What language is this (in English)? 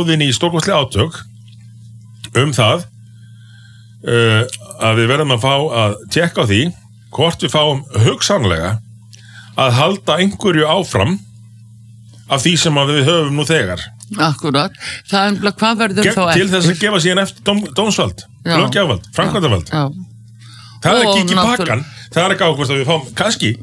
Icelandic